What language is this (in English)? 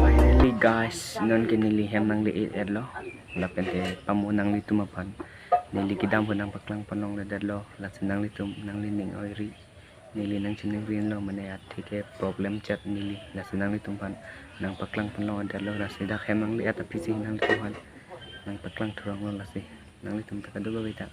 Karbi